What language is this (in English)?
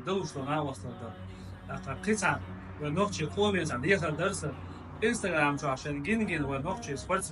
Chechen